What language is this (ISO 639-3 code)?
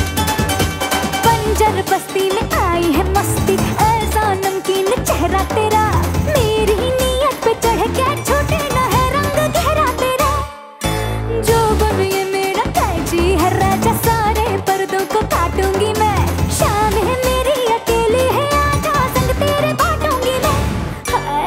hin